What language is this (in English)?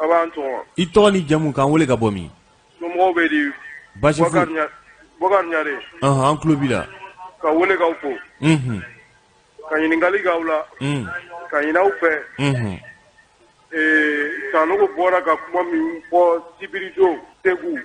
Bambara